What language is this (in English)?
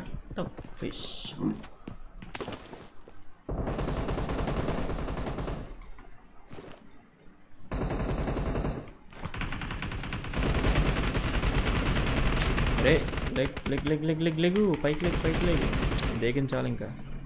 Telugu